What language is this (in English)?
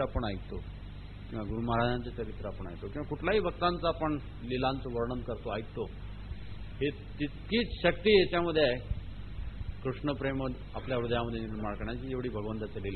Marathi